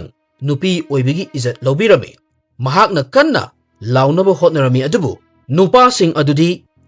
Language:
Manipuri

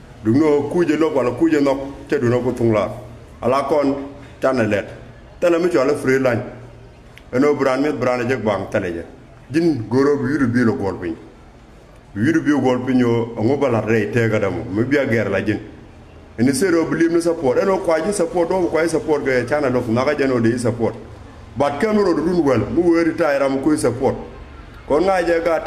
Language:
Nuer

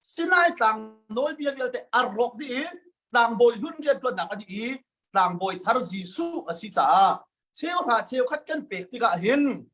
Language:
Hakha Chin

